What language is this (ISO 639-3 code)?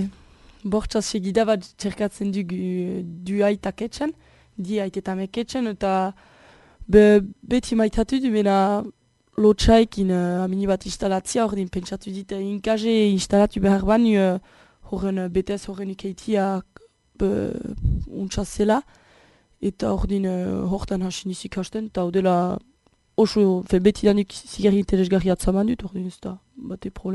eus